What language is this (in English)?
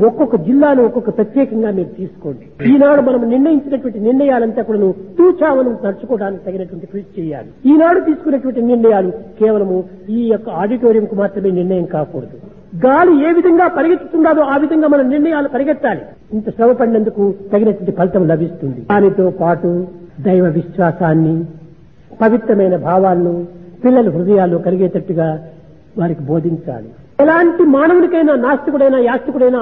Telugu